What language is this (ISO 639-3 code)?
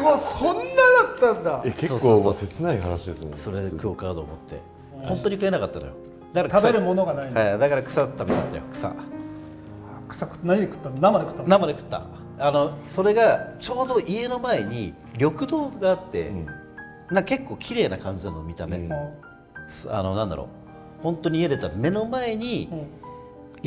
jpn